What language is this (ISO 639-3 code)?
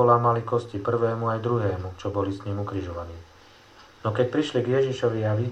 slk